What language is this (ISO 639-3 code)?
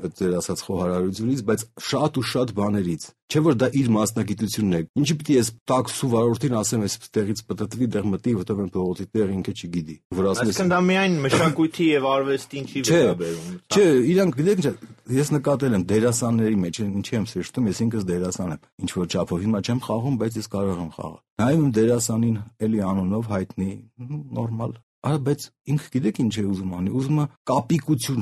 hye